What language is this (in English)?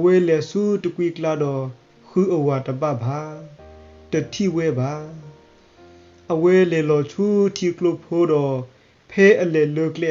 S'gaw Karen